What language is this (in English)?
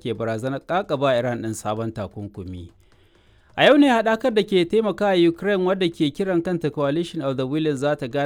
Hausa